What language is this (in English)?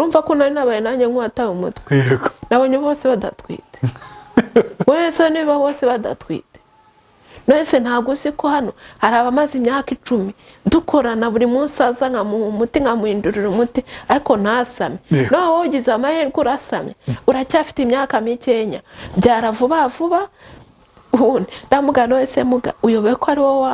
Kinyarwanda